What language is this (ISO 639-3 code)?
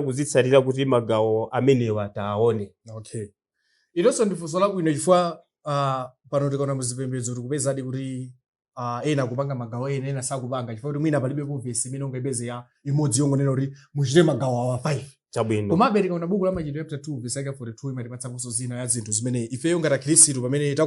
nya